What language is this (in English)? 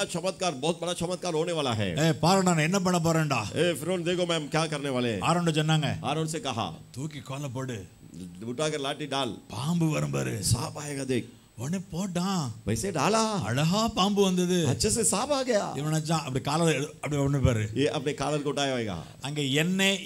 Tamil